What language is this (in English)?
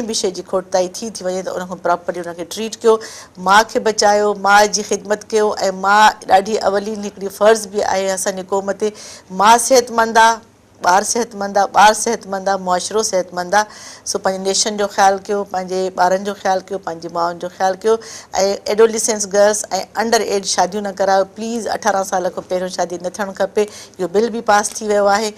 Sindhi